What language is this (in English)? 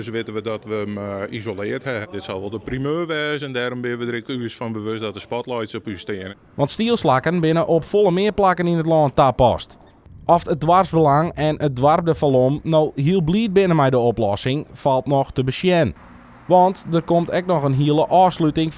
Western Frisian